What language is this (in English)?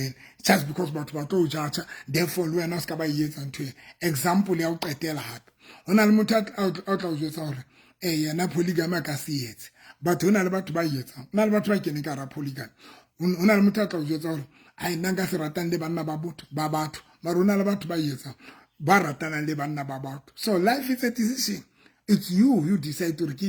Southern Sotho